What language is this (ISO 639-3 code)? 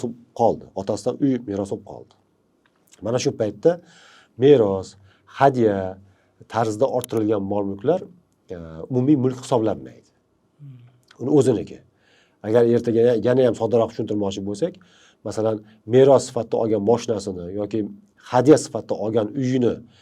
uzb